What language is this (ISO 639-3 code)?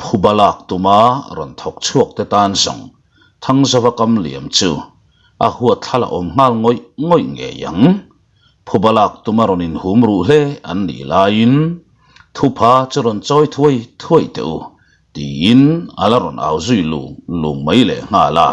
lus